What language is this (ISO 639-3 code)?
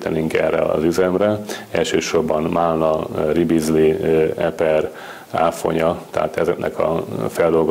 hun